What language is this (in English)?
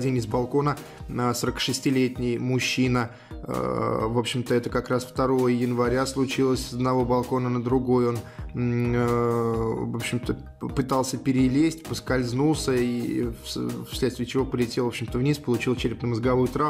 Russian